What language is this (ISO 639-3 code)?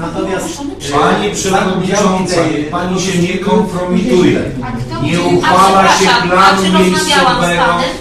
pol